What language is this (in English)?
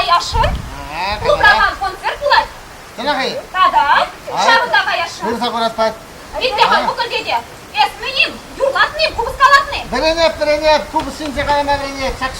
Chuvash